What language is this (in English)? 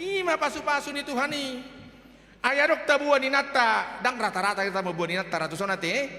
Batak Toba